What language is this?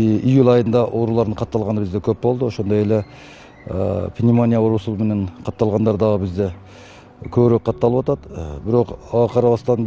Kyrgyz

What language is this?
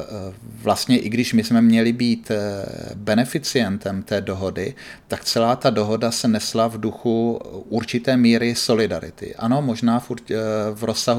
Czech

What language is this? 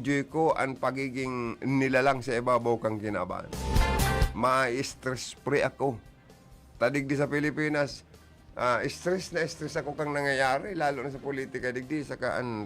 Bikol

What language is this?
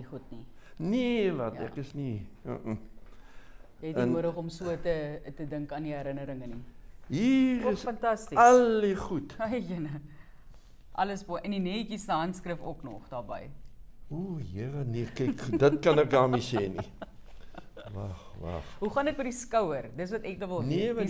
Afrikaans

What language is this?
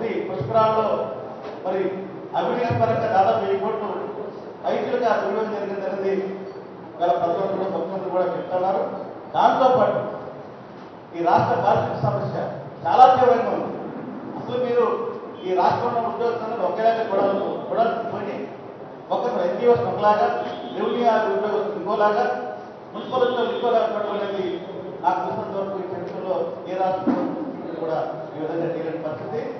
Telugu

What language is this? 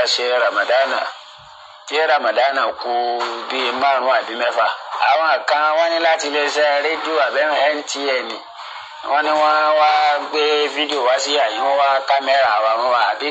Yoruba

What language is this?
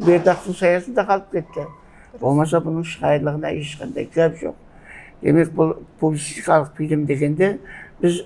Kara-Kalpak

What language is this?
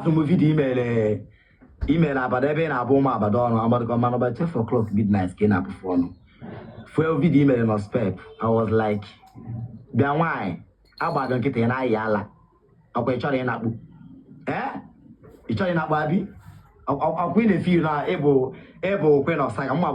Igbo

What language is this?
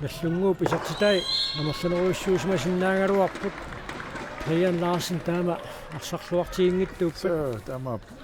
Kalaallisut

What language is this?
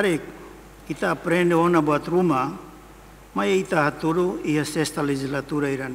Tetum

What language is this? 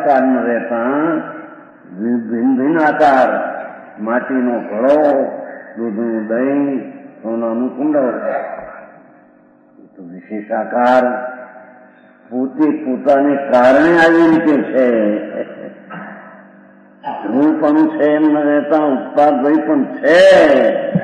Gujarati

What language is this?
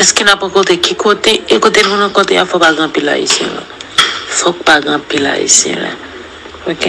Haitian Creole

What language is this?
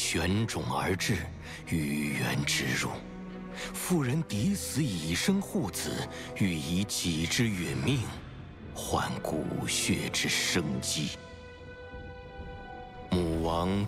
Chinese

